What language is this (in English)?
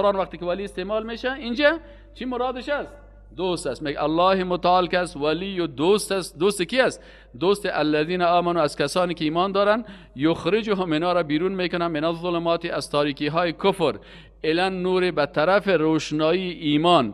Persian